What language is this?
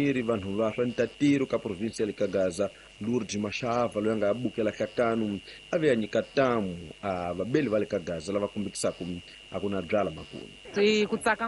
Tsonga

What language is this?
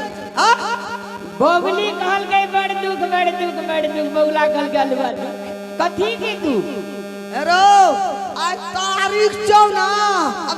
Maithili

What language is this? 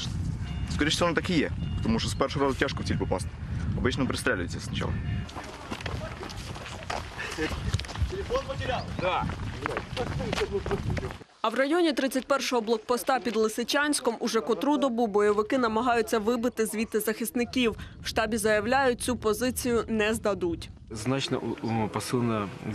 Ukrainian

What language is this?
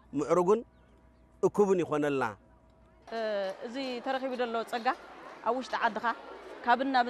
Tigrinya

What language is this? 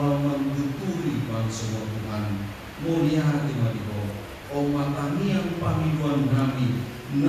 Batak Toba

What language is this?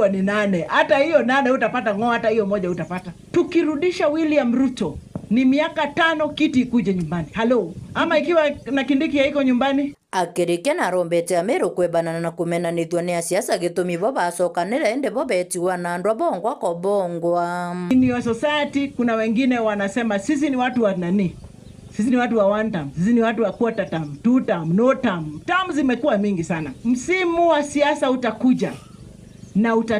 Meru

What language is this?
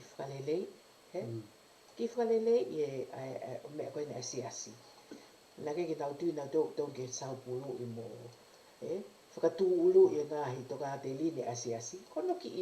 Tongan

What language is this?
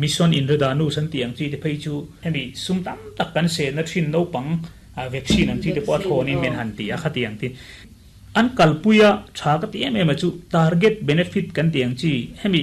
Mizo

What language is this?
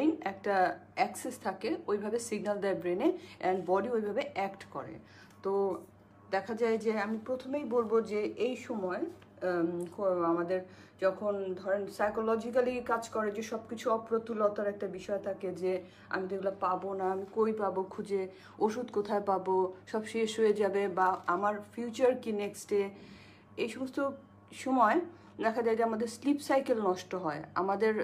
Bangla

